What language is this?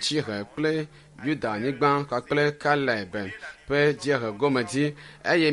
Ewe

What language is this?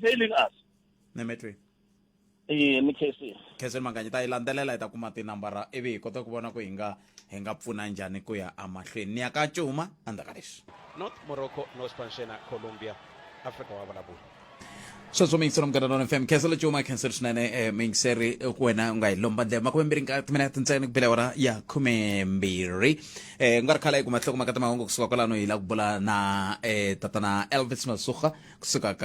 Tsonga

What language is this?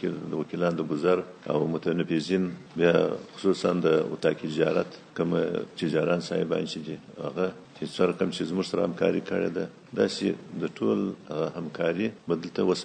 Pashto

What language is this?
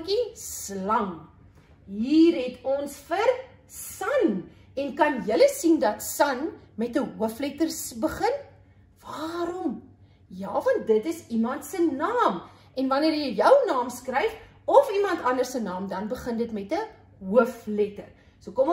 Afrikaans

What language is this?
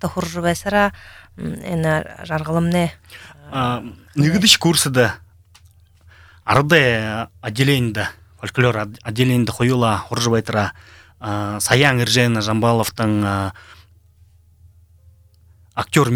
Buriat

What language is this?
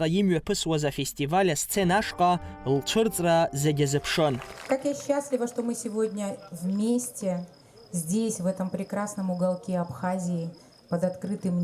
Abkhazian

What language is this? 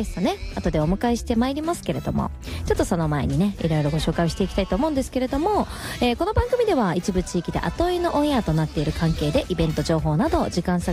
Japanese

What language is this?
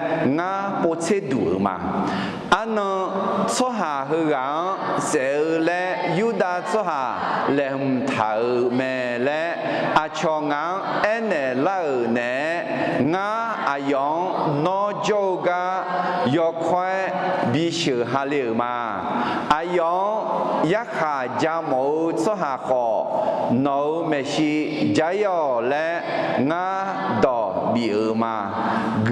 Akha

